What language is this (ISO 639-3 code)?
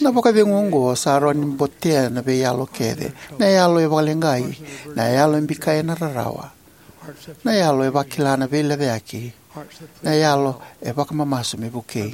fij